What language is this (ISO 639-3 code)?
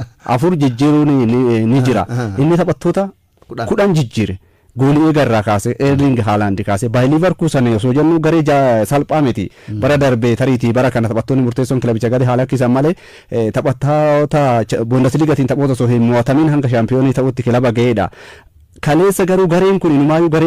orm